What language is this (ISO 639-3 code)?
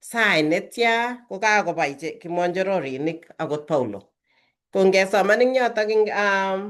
kln